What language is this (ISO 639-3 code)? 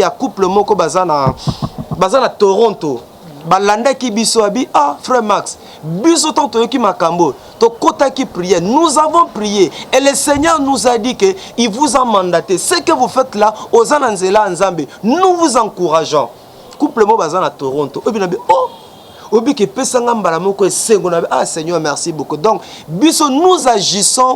lin